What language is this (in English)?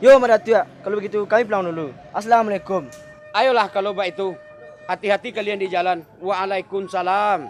Minangkabau